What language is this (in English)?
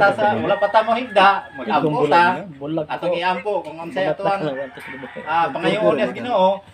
Cebuano